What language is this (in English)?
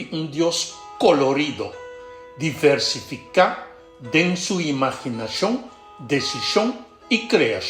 Papiamento